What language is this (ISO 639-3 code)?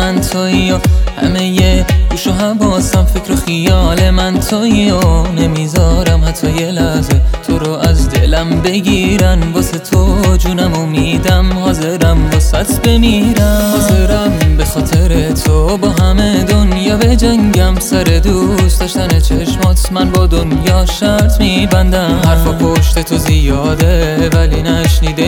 fas